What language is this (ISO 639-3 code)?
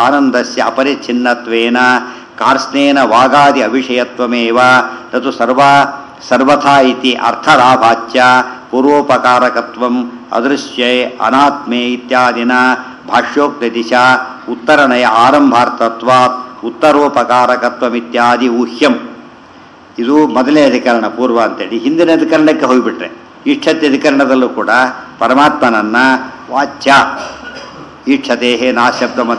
kan